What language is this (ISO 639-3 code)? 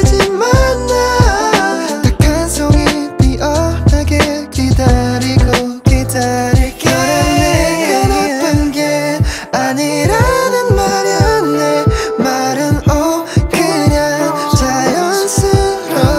kor